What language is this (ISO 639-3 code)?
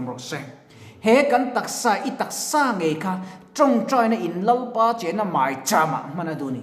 lus